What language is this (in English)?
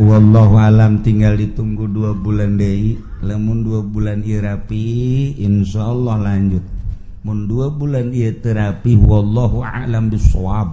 Sundanese